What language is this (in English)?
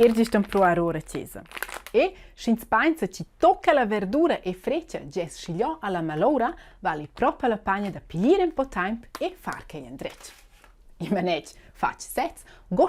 Romansh